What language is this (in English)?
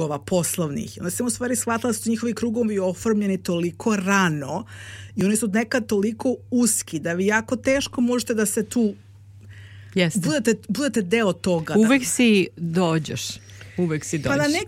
Serbian